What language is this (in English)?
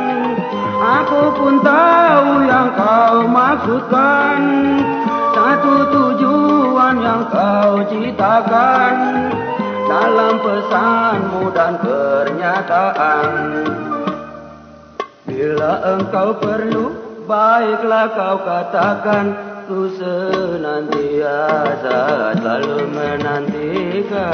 Indonesian